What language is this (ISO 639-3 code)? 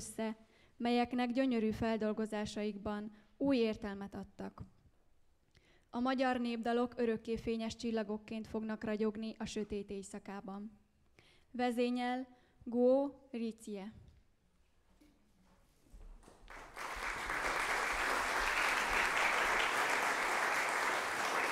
hun